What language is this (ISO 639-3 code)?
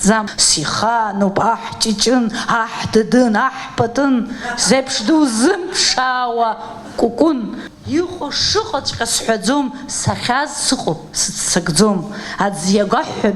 abk